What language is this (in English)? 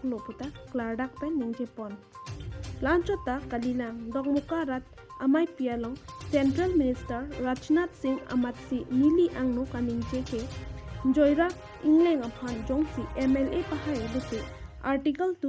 Karbi